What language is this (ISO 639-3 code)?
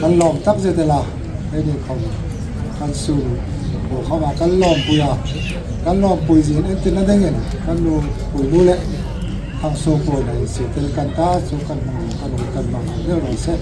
hmr